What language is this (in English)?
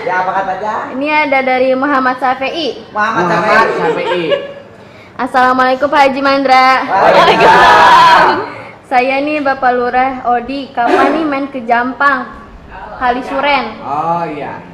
Betawi